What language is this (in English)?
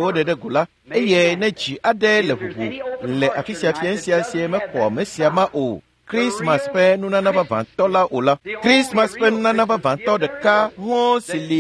Ewe